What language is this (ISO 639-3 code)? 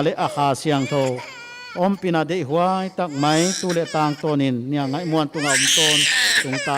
pck